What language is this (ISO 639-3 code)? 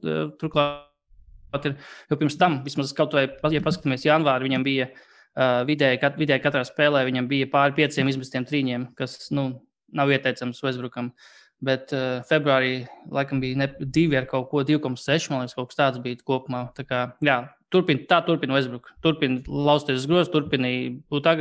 lav